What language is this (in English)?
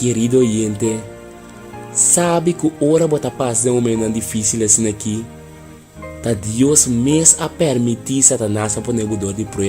Papiamento